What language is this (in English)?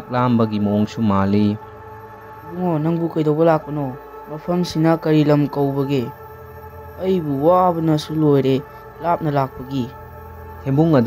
Manipuri